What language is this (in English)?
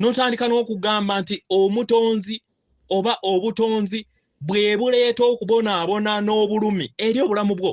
Ganda